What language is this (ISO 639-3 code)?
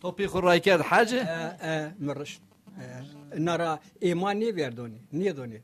zza